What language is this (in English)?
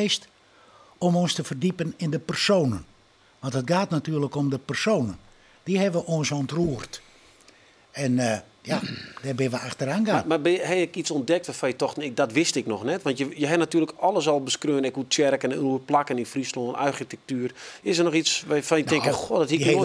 Western Frisian